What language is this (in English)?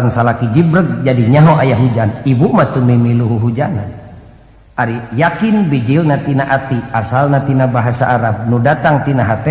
Sundanese